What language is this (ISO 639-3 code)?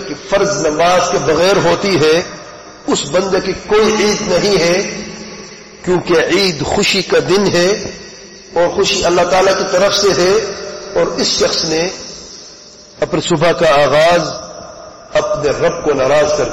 urd